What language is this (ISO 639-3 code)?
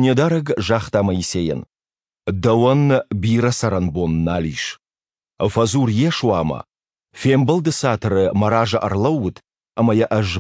oss